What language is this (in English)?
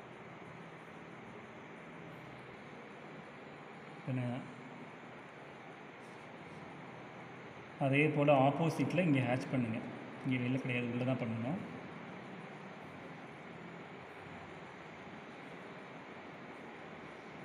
Tamil